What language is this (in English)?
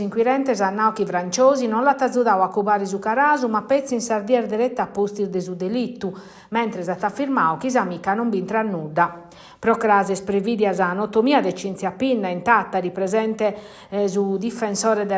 Sardinian